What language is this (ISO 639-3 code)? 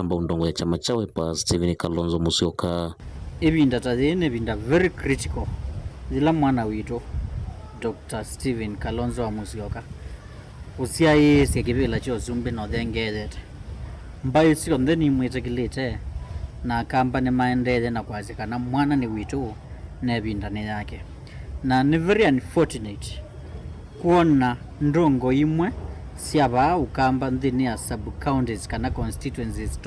kam